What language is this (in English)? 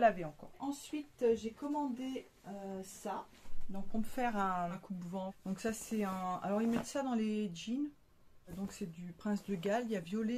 French